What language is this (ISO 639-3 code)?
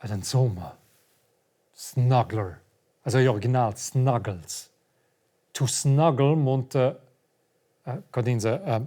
roh